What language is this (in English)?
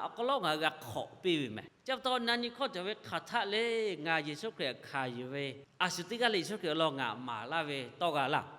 Lahu